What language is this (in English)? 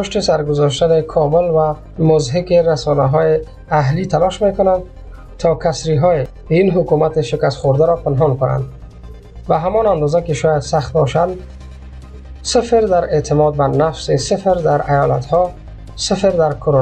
Persian